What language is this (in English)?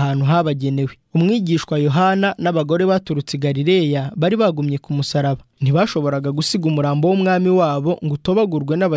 Kinyarwanda